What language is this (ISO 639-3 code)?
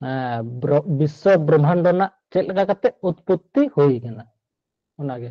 sat